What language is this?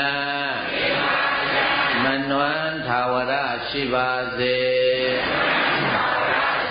Burmese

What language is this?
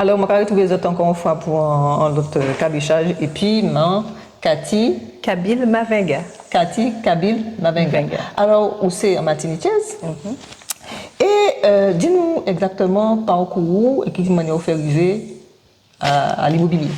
Guadeloupean Creole French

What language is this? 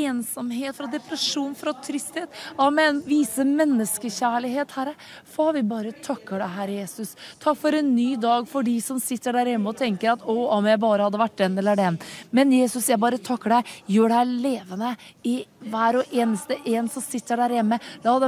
Norwegian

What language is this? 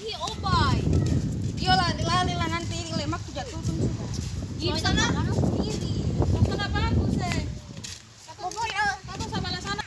Ambonese Malay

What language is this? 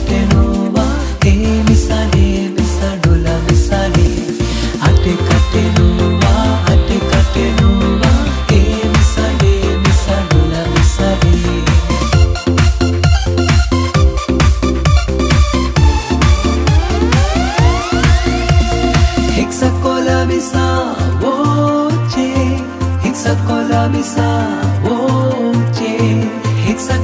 Telugu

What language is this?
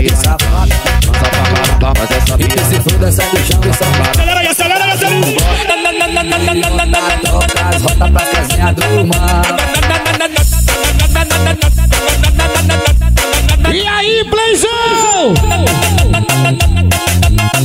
Portuguese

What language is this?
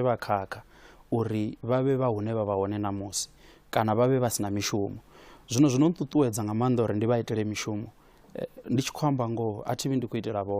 Venda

